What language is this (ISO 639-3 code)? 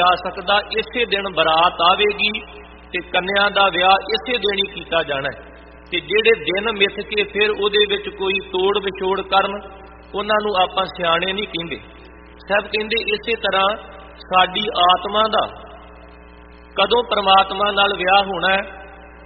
pan